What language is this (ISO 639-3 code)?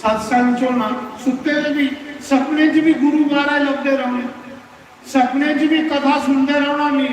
doi